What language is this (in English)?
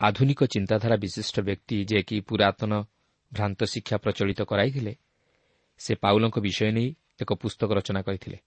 Odia